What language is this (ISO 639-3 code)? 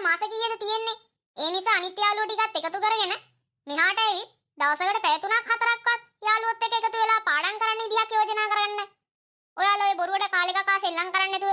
sin